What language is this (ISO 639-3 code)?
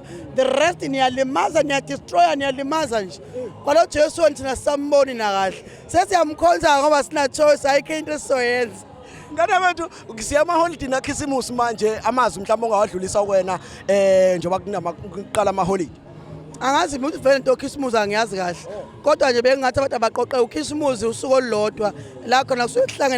zul